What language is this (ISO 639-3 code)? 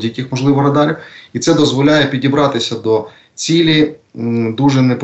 ukr